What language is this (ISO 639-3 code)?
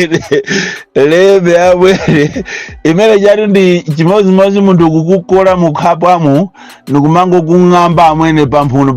nya